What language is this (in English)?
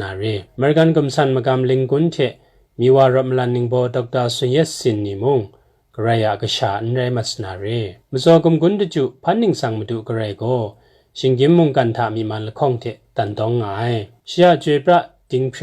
Kachin